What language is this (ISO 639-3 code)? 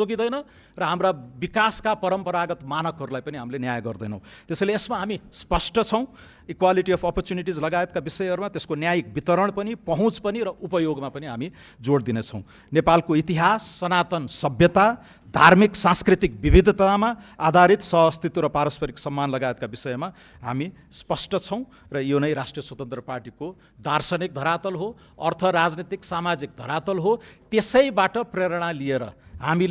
nep